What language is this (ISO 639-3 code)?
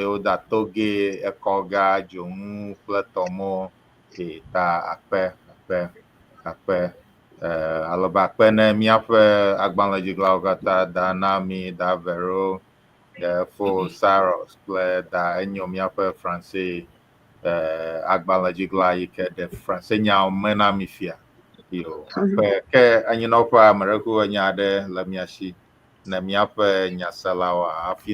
ewe